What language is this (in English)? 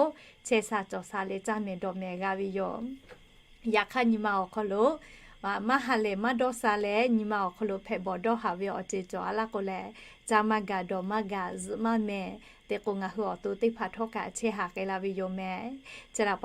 Lahu